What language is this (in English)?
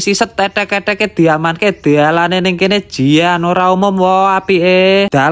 Javanese